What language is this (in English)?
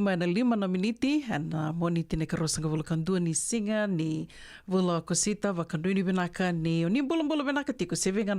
Fijian